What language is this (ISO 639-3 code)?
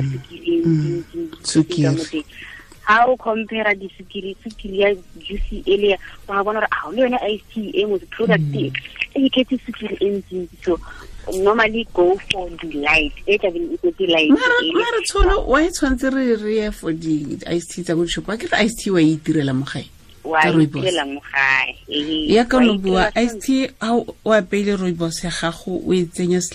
tsn